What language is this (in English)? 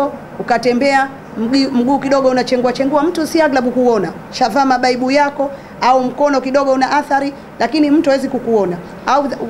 Swahili